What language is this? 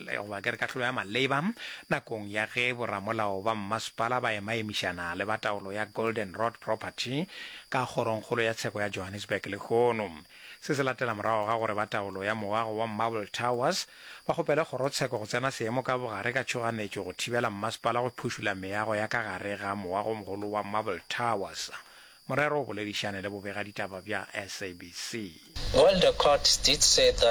Northern Sotho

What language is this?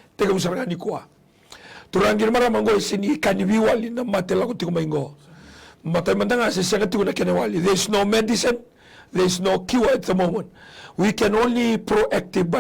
Fijian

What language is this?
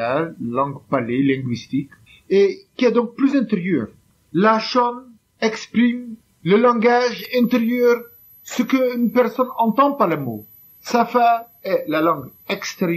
French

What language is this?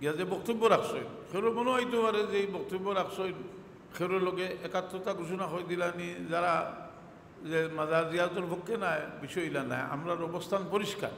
Sylheti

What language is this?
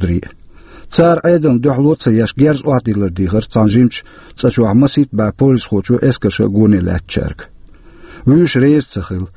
Chechen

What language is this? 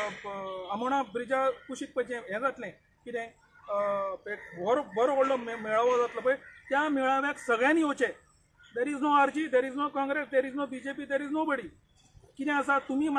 Konkani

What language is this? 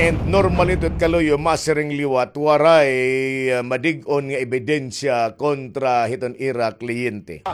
Waray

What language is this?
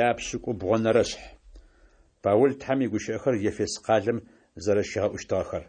Adyghe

